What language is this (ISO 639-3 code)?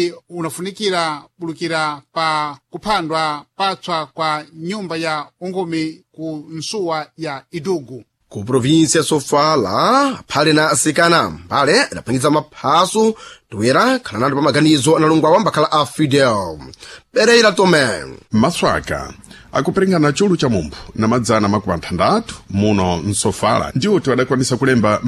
seh